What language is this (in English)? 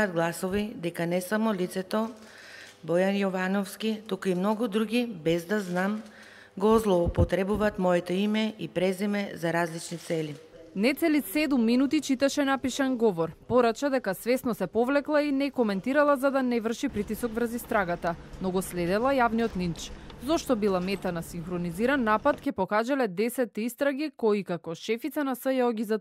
Macedonian